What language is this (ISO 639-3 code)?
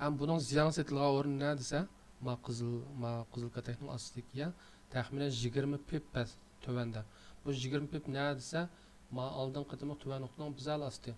uig